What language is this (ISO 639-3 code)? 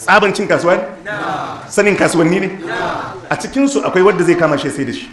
hau